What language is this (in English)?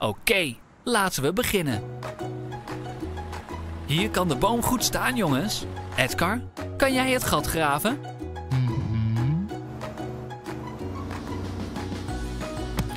Dutch